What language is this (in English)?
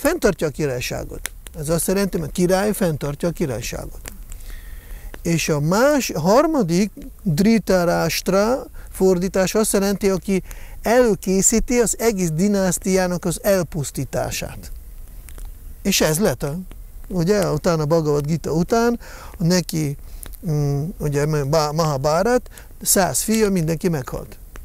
Hungarian